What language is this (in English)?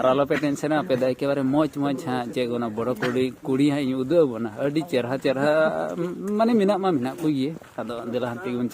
Santali